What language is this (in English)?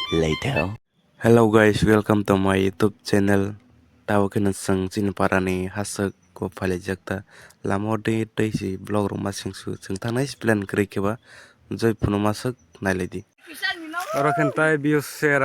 Kok Borok